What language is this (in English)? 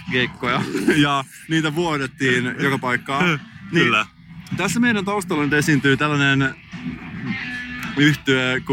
Finnish